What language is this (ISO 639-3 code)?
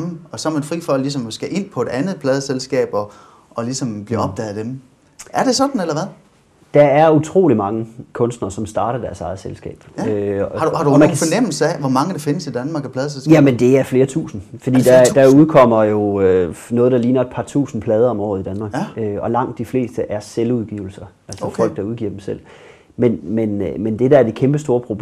dan